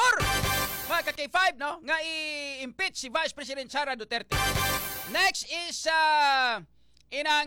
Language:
Filipino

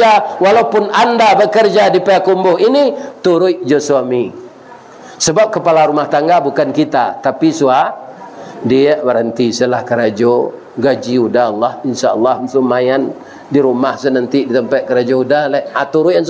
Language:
Minangkabau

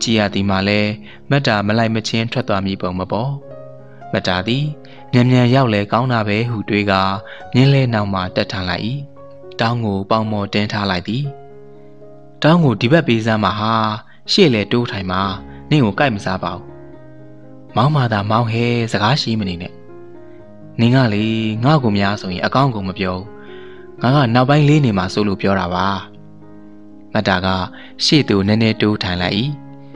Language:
Burmese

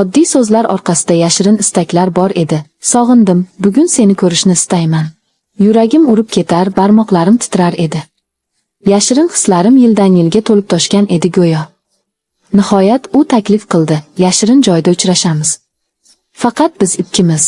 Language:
Uzbek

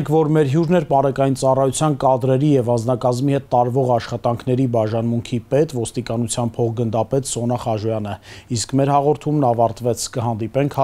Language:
Armenian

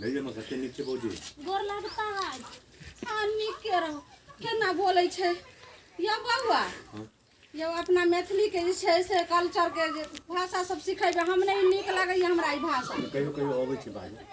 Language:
Maithili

